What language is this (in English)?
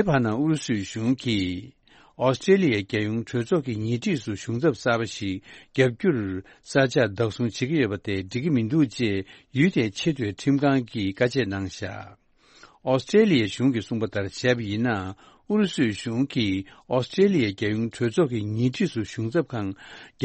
Tibetan